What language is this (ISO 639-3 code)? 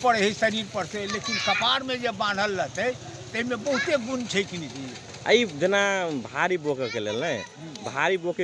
mag